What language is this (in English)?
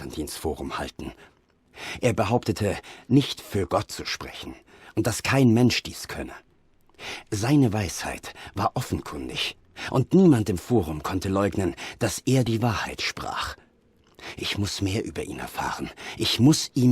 Swiss German